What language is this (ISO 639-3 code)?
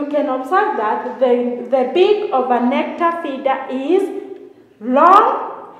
eng